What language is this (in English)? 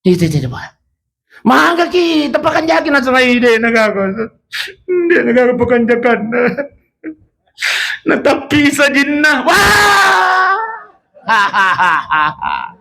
Buginese